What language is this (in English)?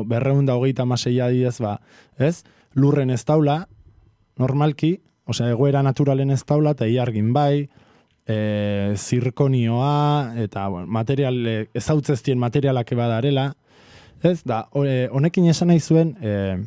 Basque